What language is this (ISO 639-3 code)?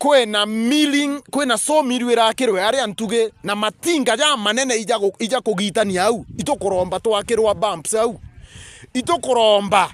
mer